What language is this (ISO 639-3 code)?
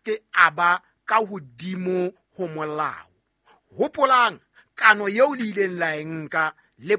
sot